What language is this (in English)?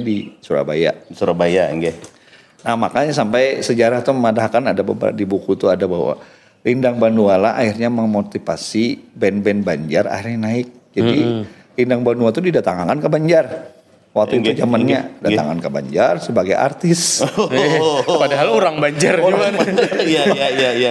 Banjar